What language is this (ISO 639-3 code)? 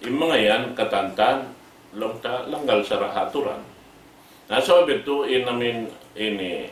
tsg